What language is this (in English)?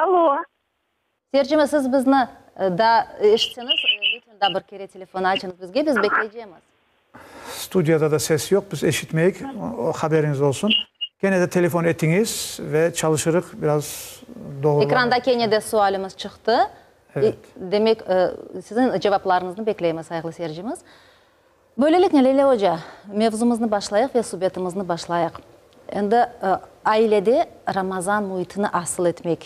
Crimean Tatar